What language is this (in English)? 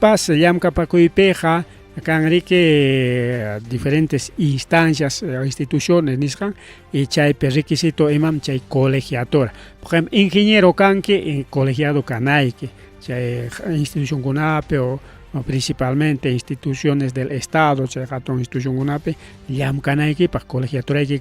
Ayacucho Quechua